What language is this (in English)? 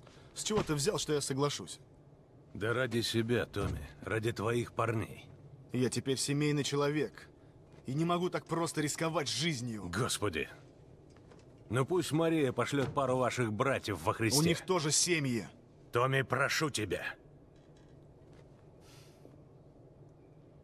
Russian